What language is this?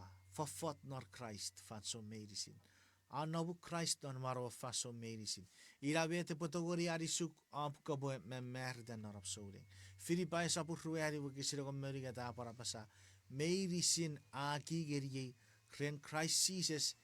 Chuukese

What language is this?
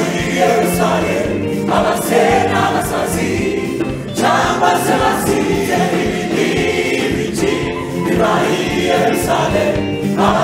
Kinyarwanda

